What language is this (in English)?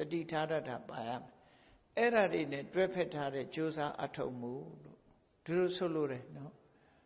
Burmese